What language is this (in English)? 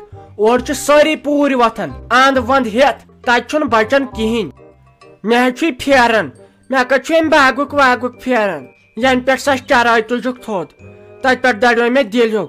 Kashmiri